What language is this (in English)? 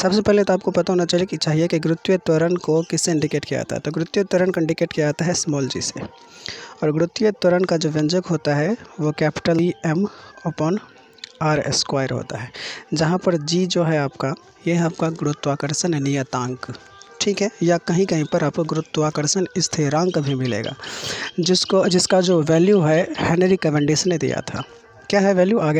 Hindi